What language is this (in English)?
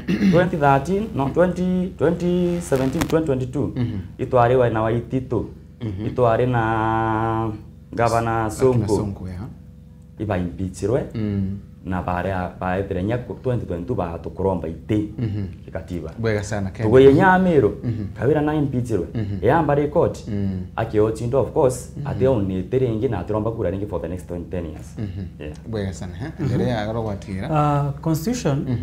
Meru